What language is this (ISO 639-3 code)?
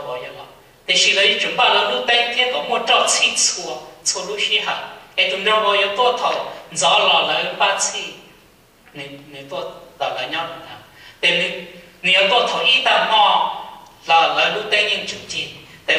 hmn